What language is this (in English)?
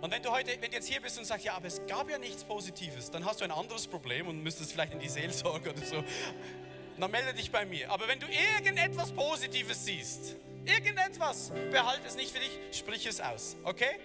Swiss German